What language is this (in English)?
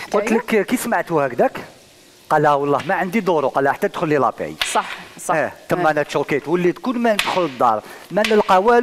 Algerian Arabic